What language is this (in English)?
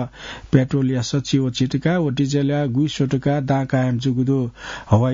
Newari